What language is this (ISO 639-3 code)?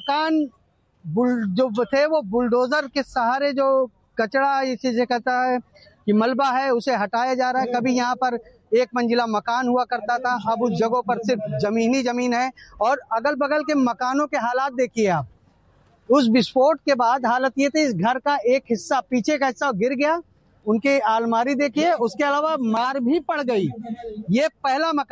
hin